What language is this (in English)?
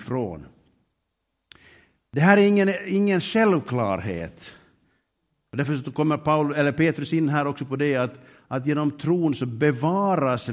Swedish